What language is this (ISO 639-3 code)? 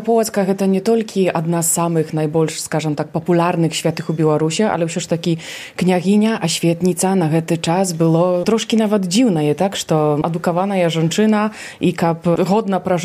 bel